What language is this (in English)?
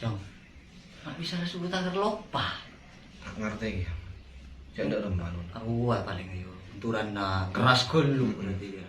Madurese